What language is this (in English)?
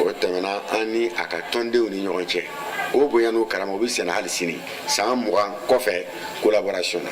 Bambara